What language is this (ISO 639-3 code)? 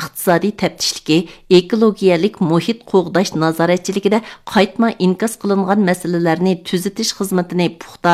uig